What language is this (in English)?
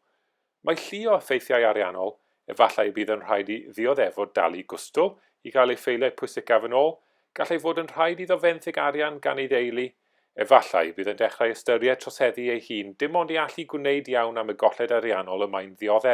Welsh